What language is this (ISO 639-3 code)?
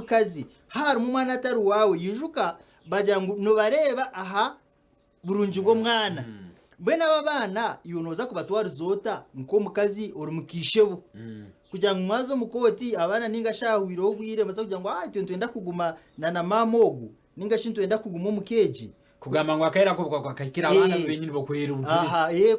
nyn